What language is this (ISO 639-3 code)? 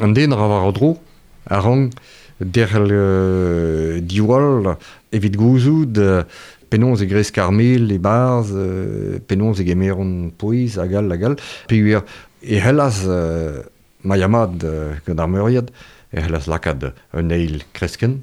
bre